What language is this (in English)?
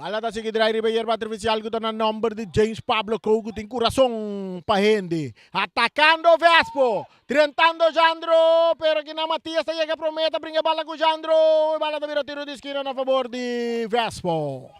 Papiamento